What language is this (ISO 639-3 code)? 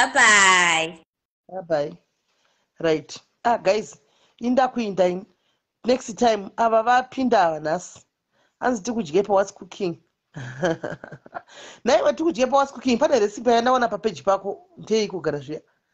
sna